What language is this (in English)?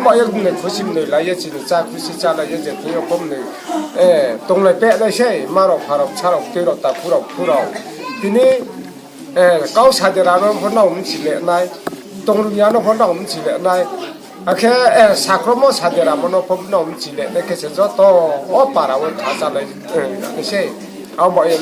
Riang (India)